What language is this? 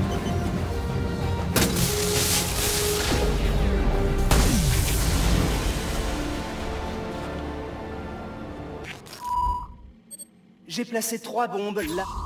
French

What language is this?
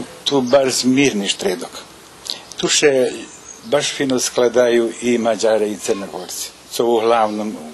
Rusyn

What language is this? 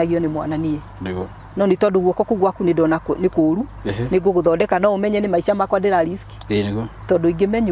Kikuyu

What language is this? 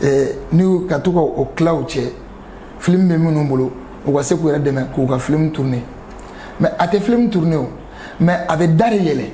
Bambara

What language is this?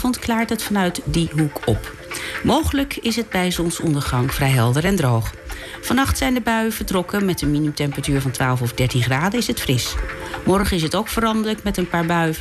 Dutch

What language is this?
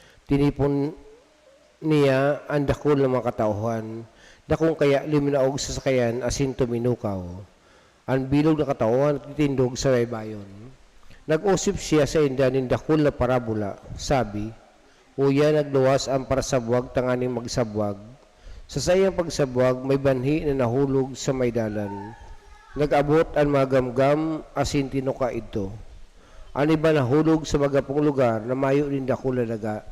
Bikol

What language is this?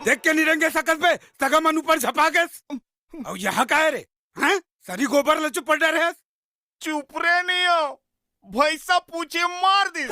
Chhattisgarhi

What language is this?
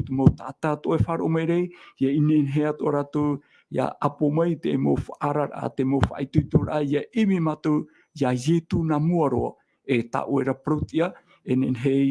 Tahitian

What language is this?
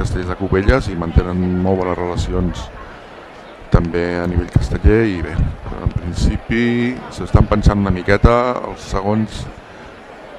Catalan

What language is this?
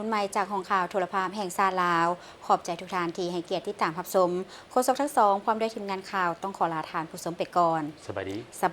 Lao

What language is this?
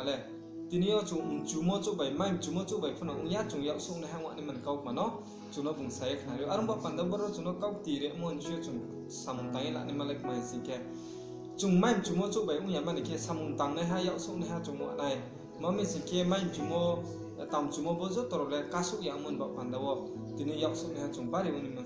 Riang (India)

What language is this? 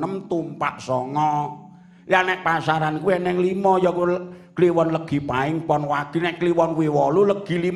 Javanese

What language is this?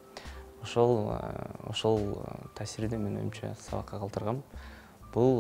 Kyrgyz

